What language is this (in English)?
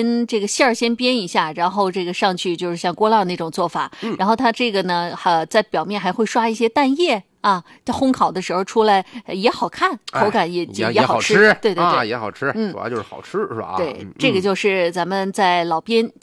Chinese